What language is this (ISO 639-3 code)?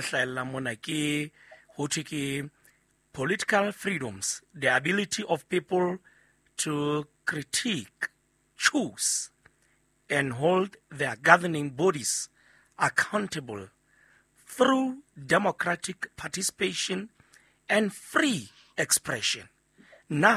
sot